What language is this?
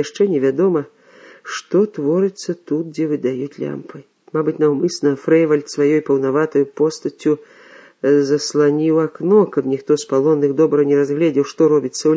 Belarusian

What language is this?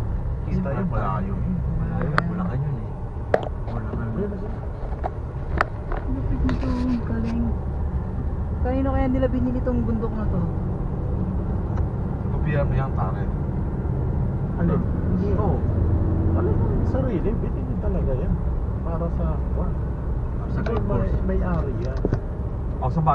Filipino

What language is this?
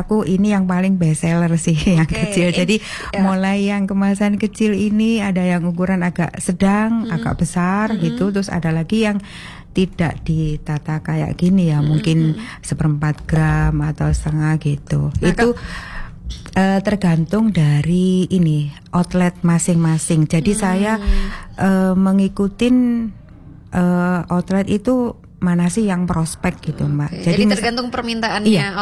Indonesian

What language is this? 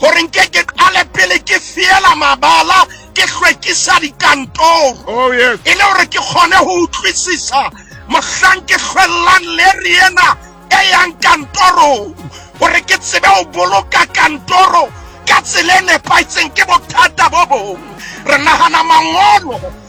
Southern Sotho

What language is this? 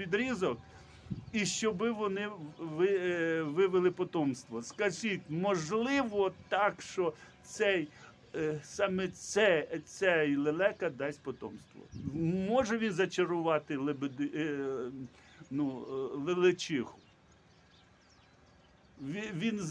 Ukrainian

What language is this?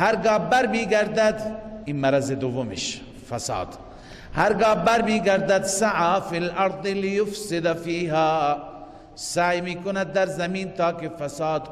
Persian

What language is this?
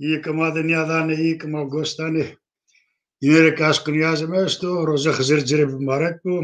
Zaza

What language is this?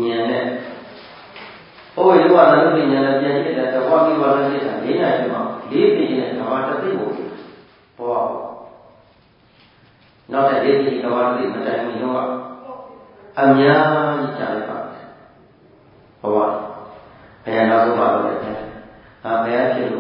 Burmese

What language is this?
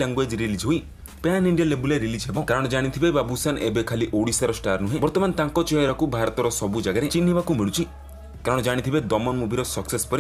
Odia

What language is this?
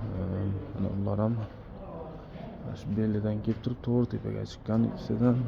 Uzbek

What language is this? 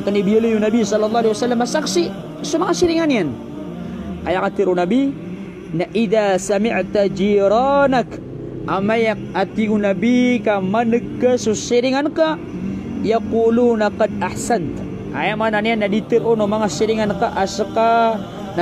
Maranao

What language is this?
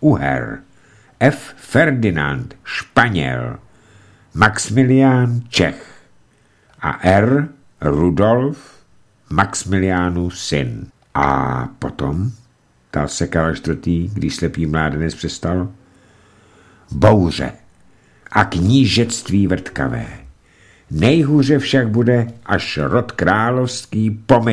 Czech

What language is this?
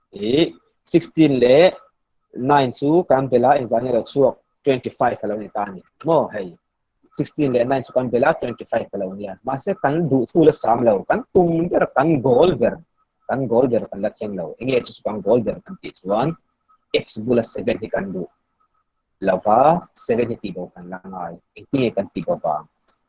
Mizo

